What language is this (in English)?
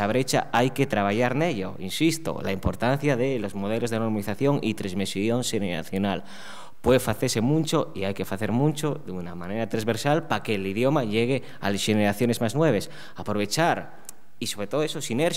Asturian